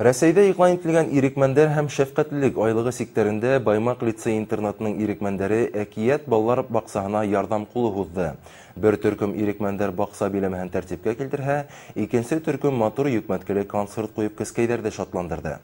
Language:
Bashkir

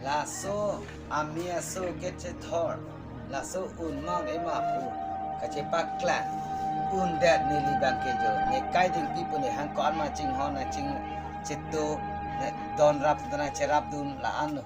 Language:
Karbi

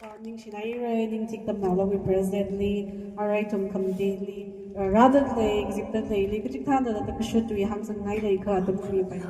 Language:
Tangkhul Naga (India)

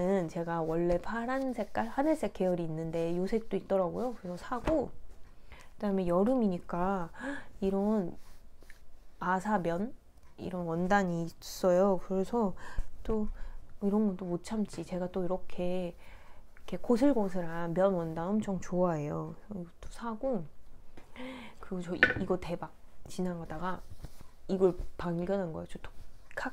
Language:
Korean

